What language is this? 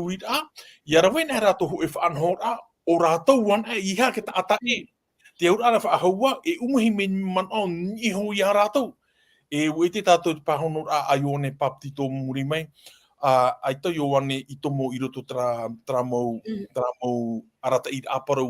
Tahitian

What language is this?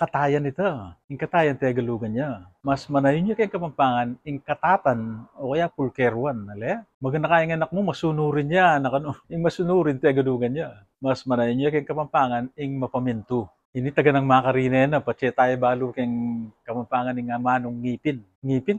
Pampanga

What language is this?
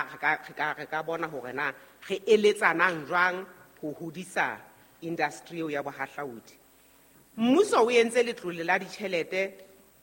Southern Sotho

